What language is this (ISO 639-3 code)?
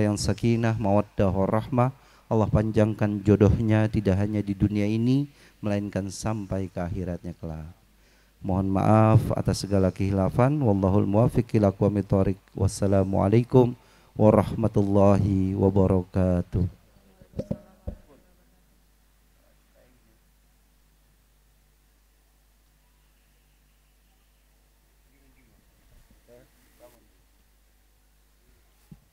ind